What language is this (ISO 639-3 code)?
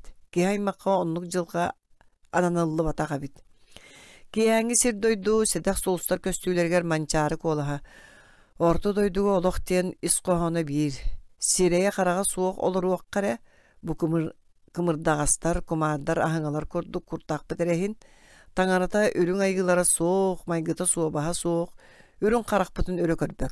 sah